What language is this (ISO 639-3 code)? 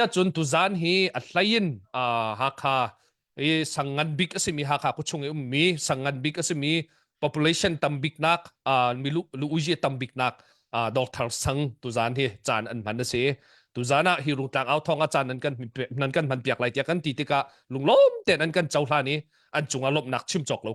cnh